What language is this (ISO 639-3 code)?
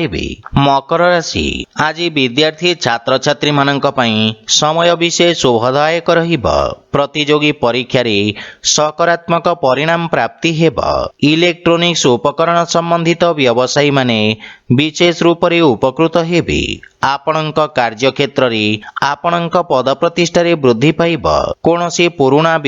ori